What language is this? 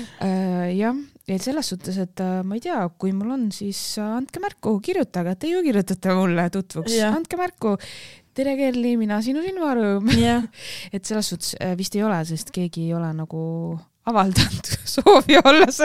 Estonian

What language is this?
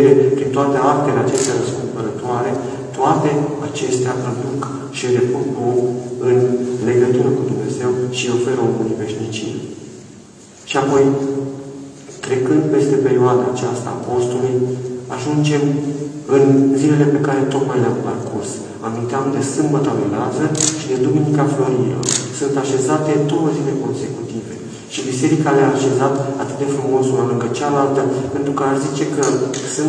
Romanian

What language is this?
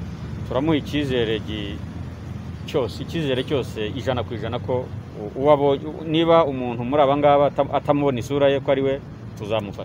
Kinyarwanda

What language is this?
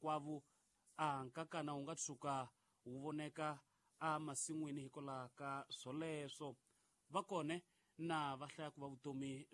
Tsonga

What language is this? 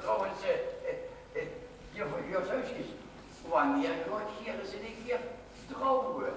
Limburgish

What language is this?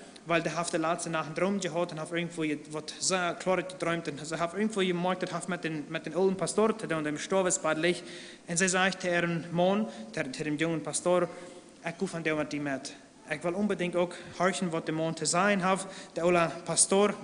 Plautdietsch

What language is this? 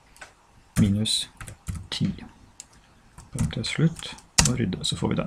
Norwegian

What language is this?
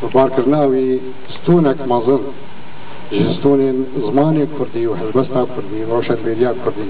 Kurdish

